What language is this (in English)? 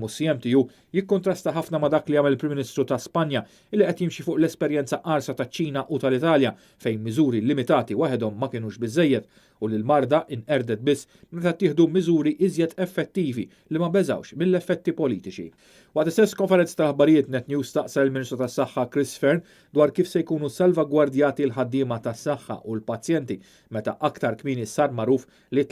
Maltese